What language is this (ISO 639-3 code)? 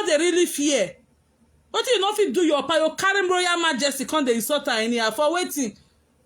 pcm